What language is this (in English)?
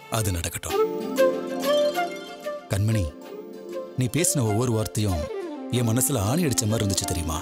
Tamil